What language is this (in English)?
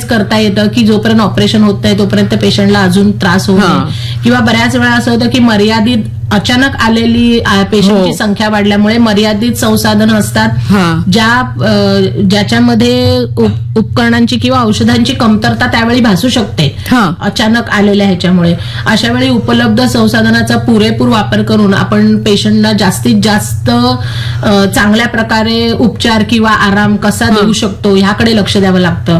Marathi